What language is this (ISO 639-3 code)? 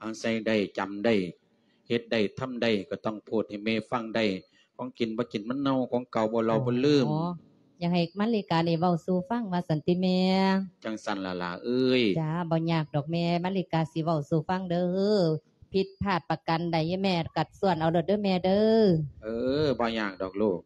lao